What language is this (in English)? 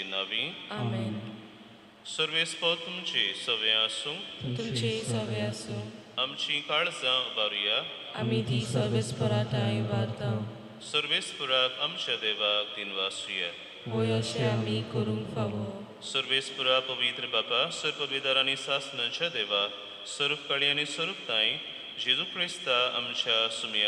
Konkani